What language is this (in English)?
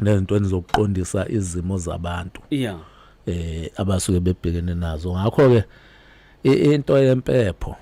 Zulu